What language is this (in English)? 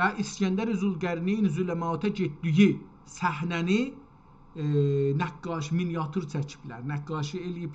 South Azerbaijani